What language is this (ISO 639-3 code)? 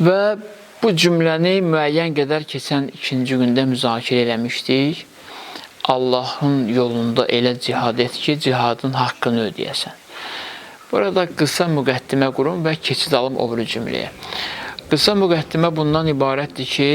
aze